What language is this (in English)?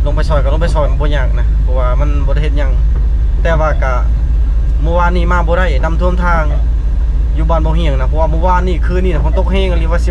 Lao